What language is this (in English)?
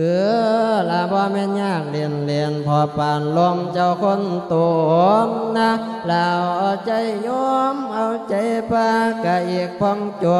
Lao